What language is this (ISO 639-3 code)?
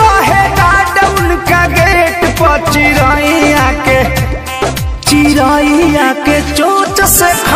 bho